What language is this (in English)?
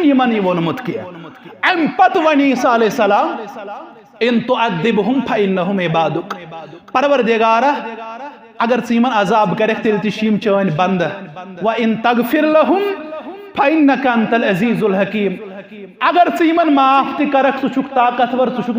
Kashmiri